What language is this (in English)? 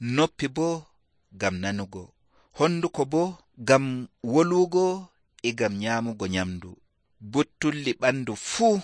Nigerian Fulfulde